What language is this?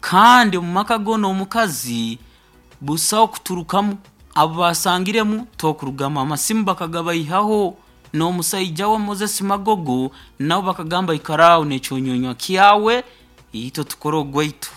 Nyoro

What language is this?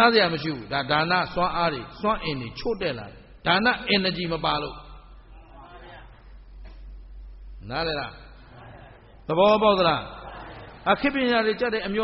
Burmese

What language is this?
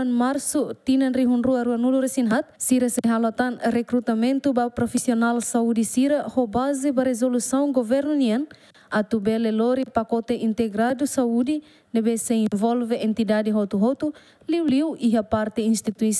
Tetum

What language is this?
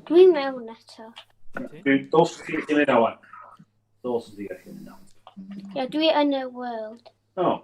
Welsh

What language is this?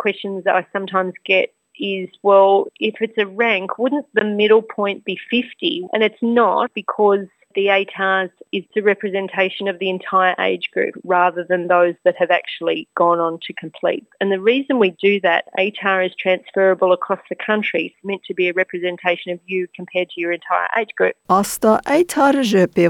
Kurdish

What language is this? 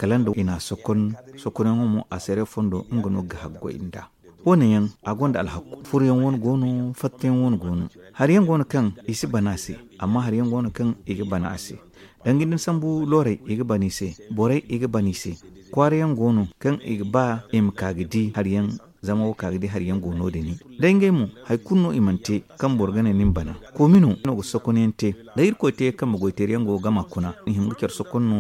Zarma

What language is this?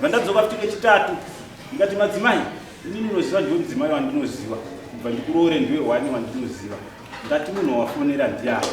Shona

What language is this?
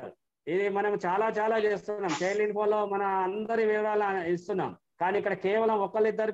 Telugu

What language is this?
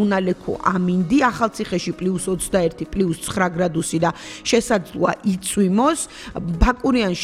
Georgian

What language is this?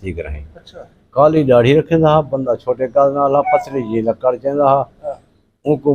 Saraiki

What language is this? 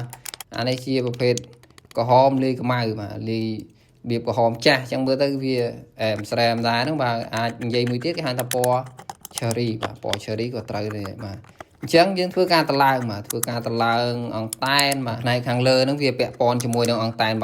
Khmer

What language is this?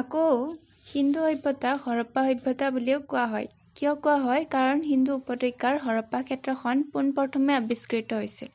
Assamese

